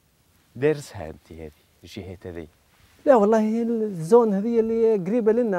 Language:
Tunisian Arabic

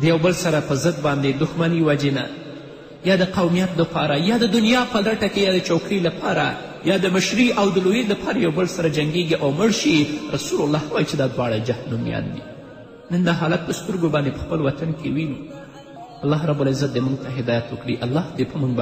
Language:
Pashto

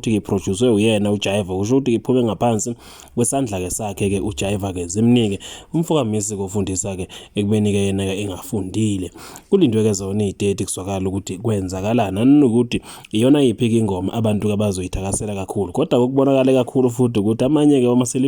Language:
Zulu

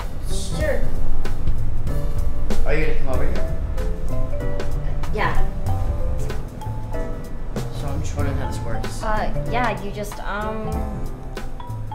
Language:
English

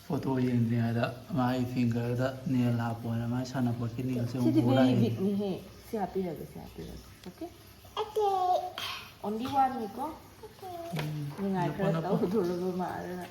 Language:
Manipuri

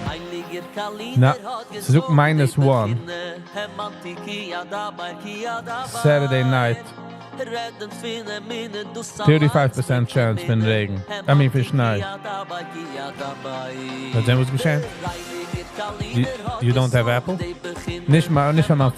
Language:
Yiddish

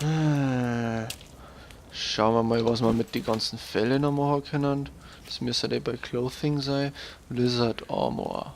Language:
Bavarian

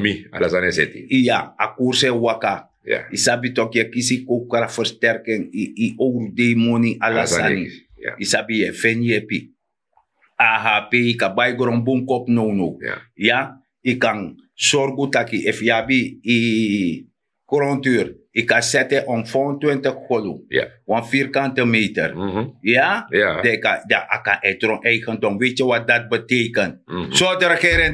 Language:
Sranan Tongo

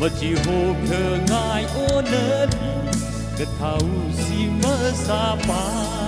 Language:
Tangkhul Naga (India)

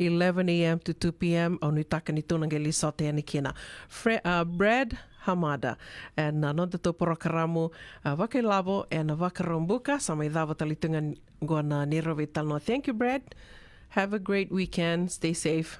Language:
Fijian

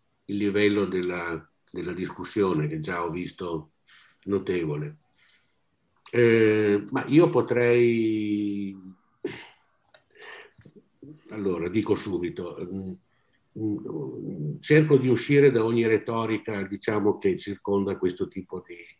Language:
Italian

